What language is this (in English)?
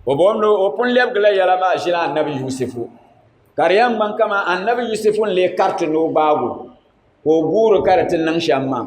Dagbani